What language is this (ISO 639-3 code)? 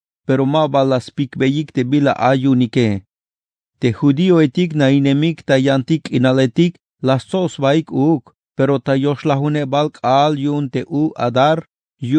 tzh